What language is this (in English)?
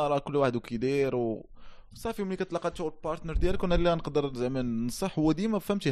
Moroccan Arabic